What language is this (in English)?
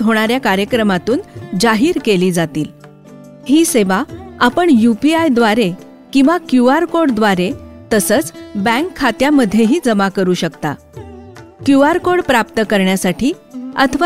Marathi